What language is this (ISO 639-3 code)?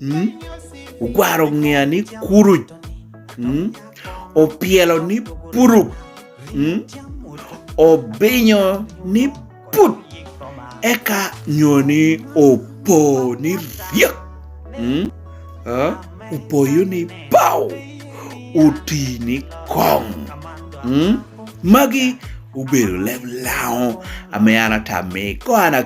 laj